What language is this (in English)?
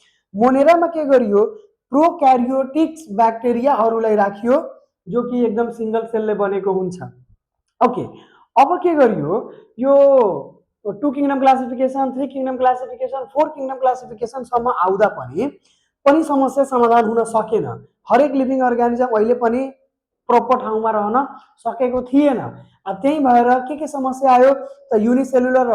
Nepali